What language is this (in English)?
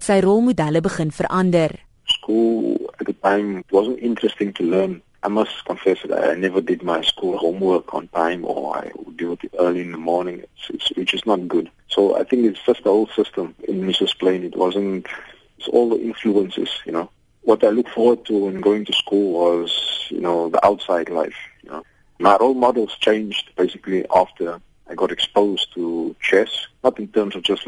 English